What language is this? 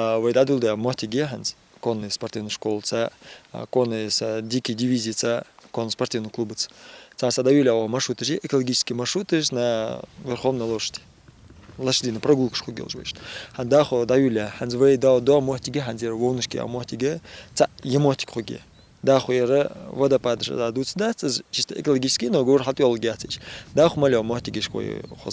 Ingush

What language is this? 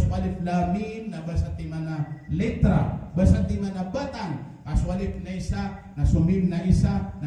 Maranao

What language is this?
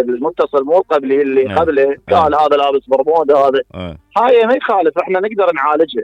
Mesopotamian Arabic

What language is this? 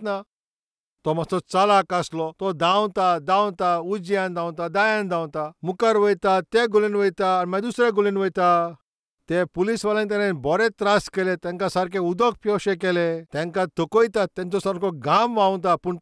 Konkani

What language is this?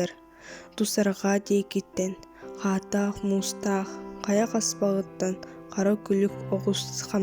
Yakut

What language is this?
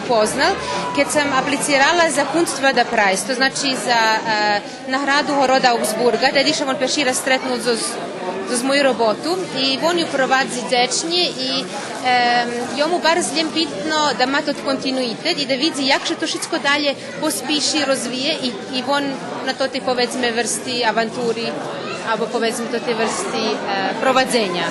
Rusyn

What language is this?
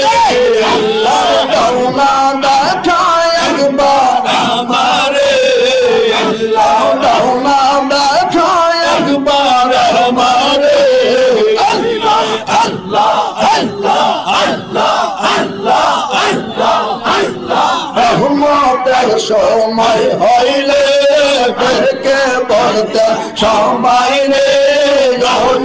Bangla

